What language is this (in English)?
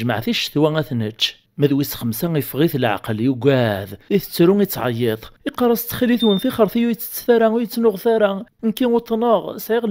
Kabyle